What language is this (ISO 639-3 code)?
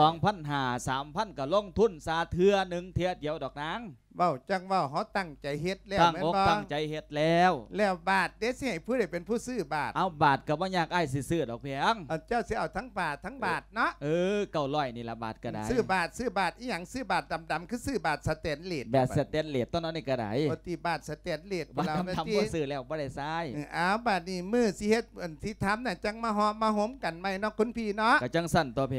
lao